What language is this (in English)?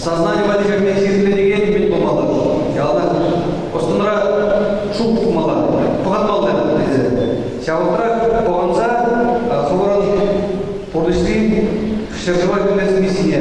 Chuvash